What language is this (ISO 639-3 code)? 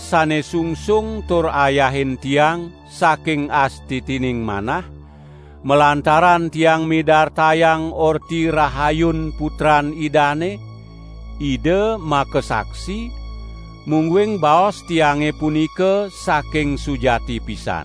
ban